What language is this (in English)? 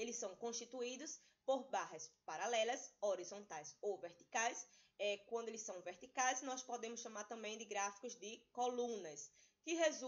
Portuguese